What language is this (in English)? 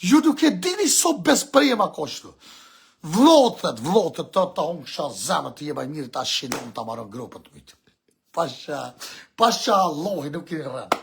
Albanian